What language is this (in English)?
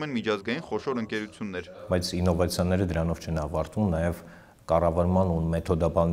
Armenian